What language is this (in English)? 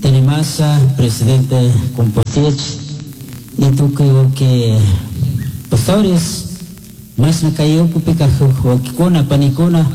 Chimborazo Highland Quichua